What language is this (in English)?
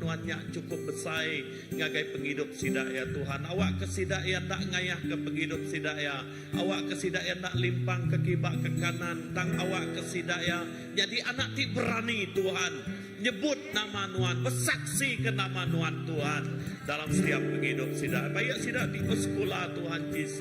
Iban